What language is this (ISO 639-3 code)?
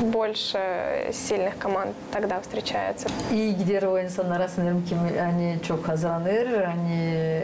gag